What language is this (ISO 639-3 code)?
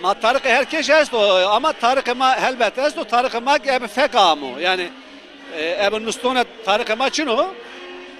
zza